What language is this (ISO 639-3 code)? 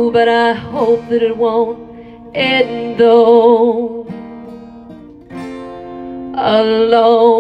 eng